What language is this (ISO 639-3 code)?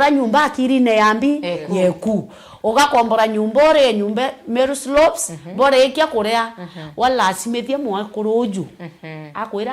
mer